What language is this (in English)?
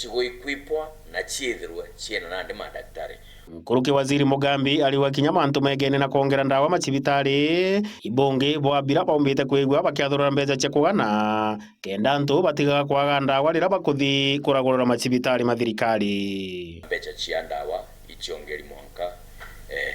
Meru